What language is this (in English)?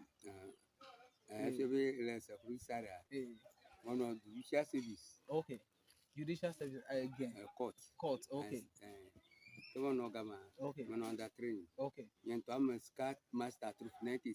Ewe